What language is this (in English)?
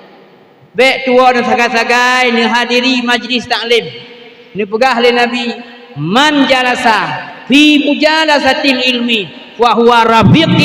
Achinese